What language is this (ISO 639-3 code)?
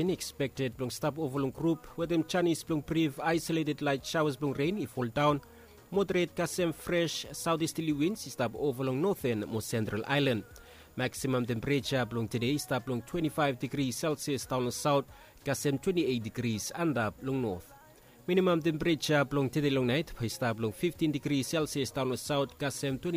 bis